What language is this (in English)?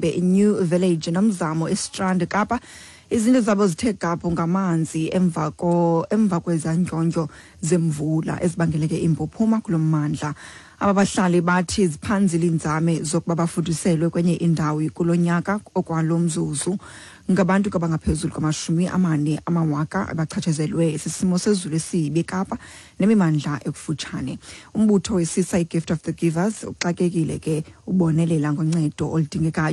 Xhosa